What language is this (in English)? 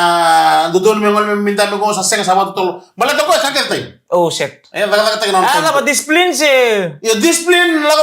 Fijian